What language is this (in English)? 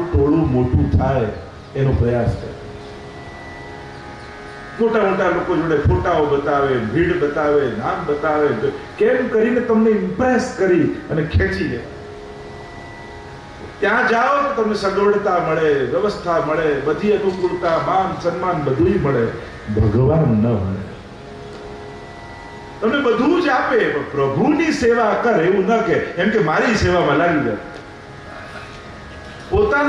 Gujarati